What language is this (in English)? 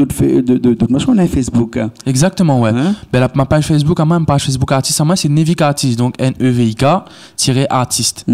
Réunion Creole French